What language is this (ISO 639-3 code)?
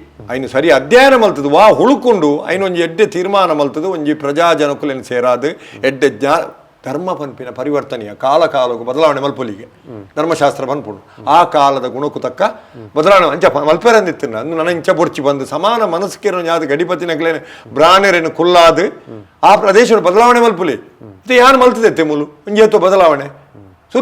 tcy